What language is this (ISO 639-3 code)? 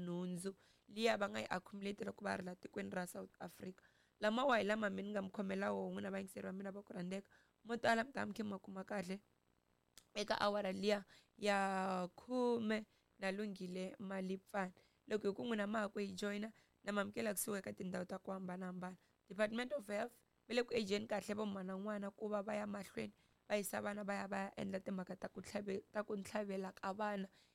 tso